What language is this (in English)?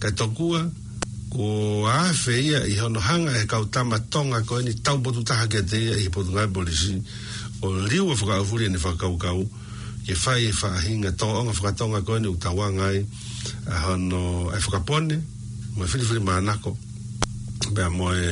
Tongan